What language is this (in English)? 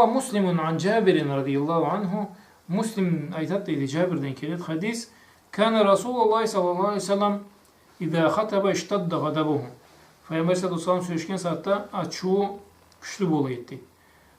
Karachay-Balkar